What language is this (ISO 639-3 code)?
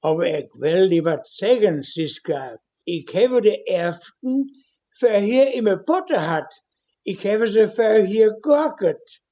wep